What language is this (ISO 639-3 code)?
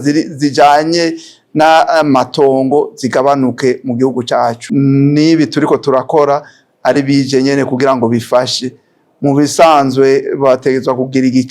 run